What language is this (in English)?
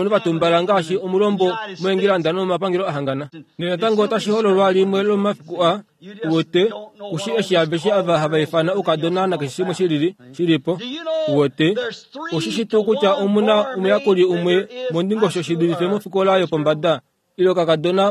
Kuanyama